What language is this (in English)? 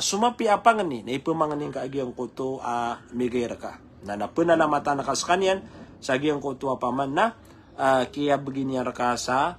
Maranao